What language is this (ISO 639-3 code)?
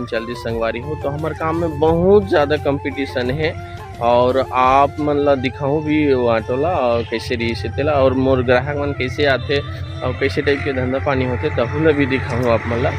hne